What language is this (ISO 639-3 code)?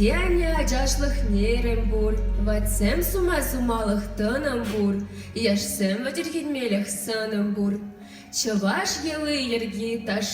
chv